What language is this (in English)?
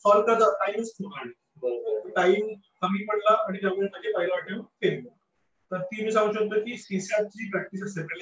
Marathi